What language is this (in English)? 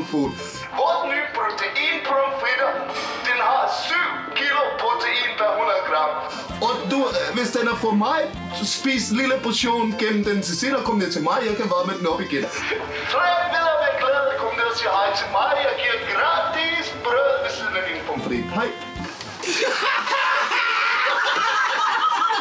Danish